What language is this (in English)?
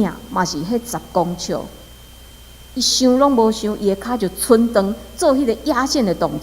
Min Nan Chinese